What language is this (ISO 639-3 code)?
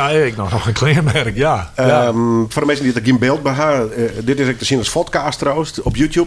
fry